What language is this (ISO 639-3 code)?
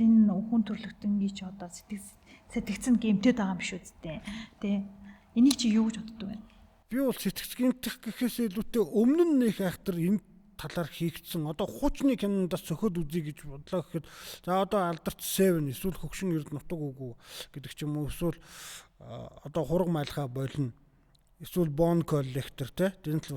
mon